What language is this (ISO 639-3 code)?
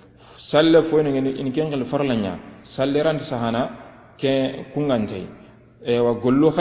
snk